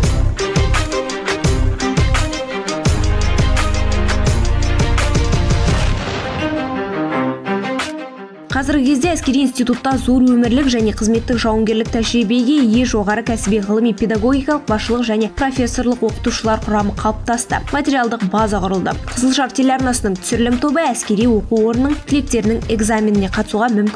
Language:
Kazakh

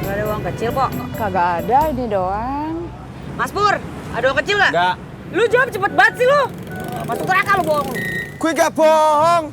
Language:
Betawi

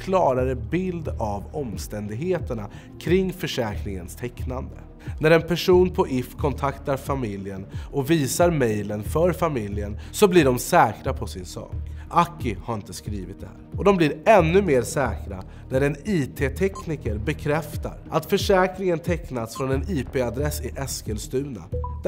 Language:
Swedish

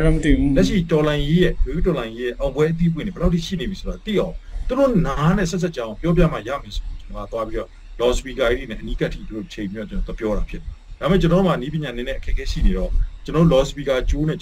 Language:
Burmese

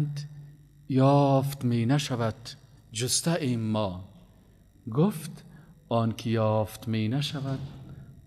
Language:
Persian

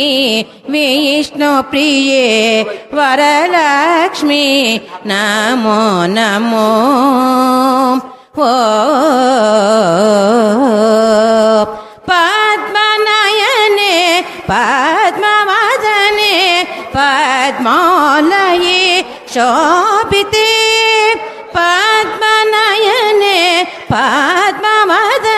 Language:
Kannada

